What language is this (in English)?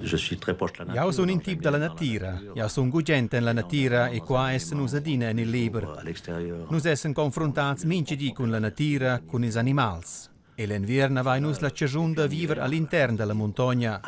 Romansh